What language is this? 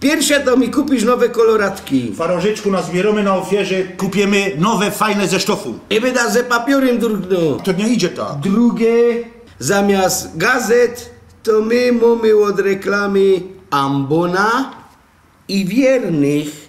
Silesian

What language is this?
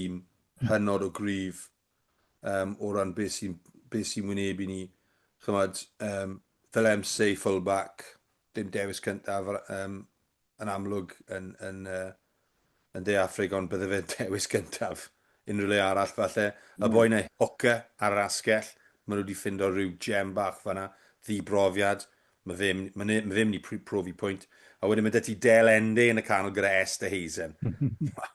Welsh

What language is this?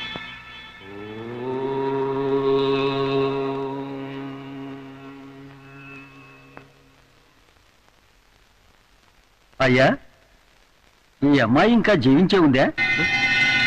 Telugu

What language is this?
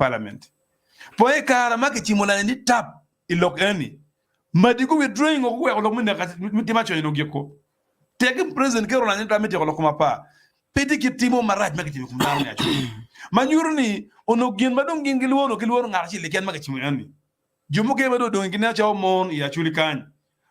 Acoli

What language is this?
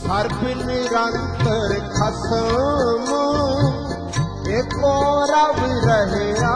Punjabi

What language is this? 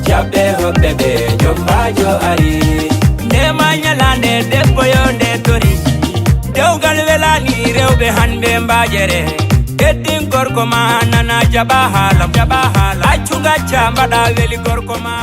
Fula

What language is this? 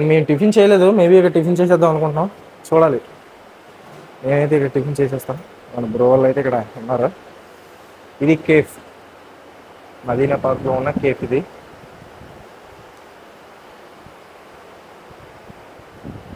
Telugu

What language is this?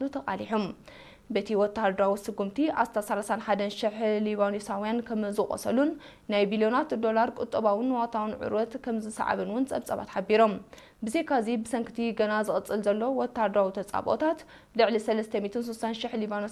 Tigrinya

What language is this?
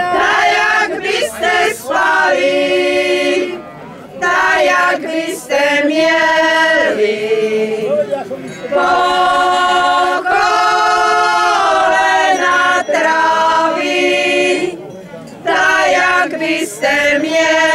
Slovak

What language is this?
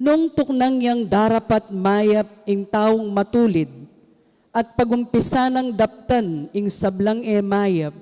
Pampanga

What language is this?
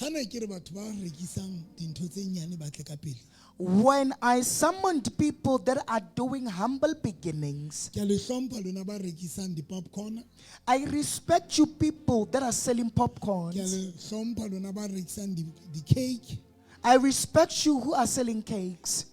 Southern Sotho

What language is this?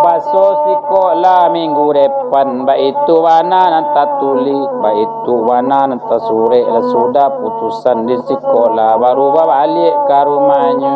Minangkabau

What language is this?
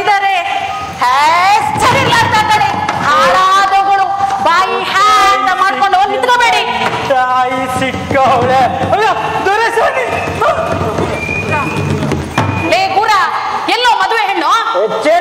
Kannada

